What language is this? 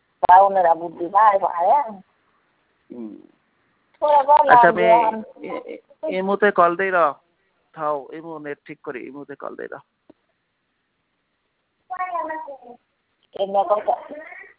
Bangla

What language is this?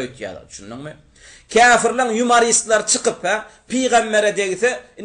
Turkmen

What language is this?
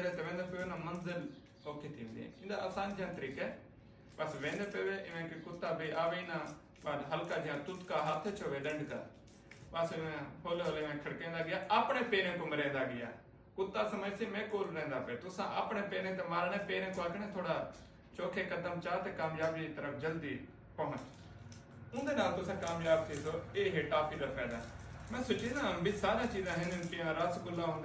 Saraiki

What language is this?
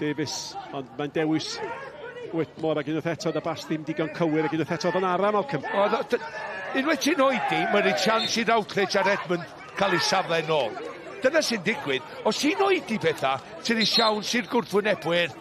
Welsh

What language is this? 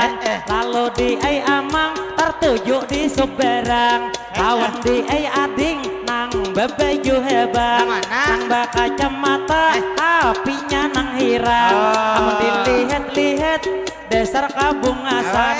Banjar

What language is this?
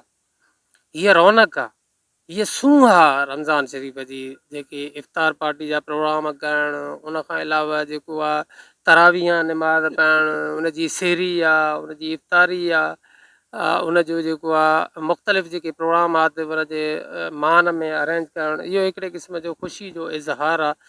Sindhi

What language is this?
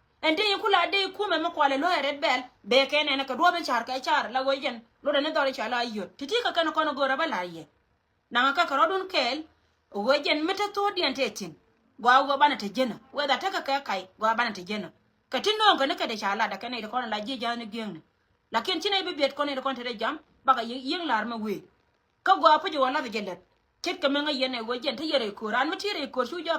Nuer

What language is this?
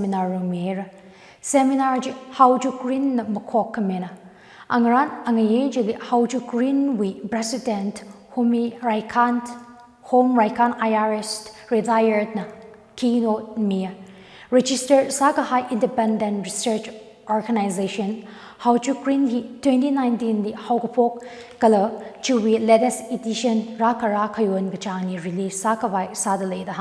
Tangkhul Naga (India)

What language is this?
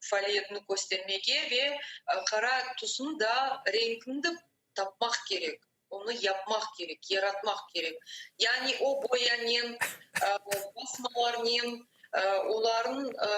Crimean Tatar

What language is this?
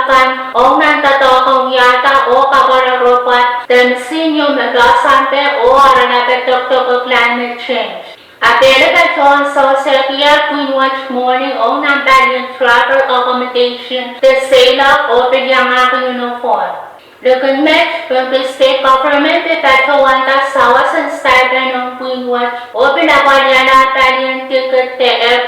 Pohnpeian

